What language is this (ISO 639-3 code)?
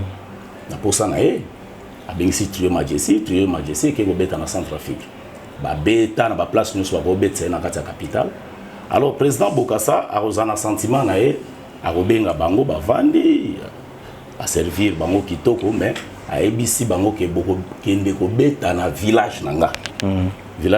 lin